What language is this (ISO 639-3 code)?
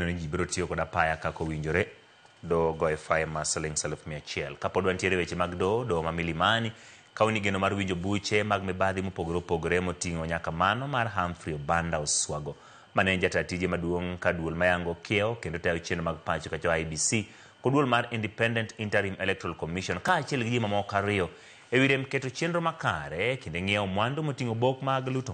luo